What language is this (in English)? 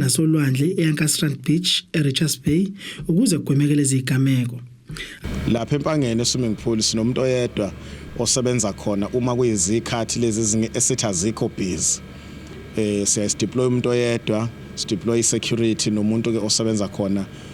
Zulu